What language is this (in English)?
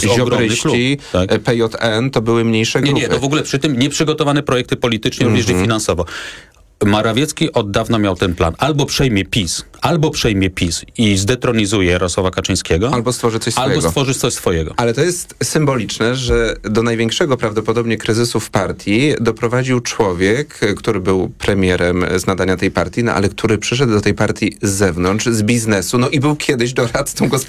Polish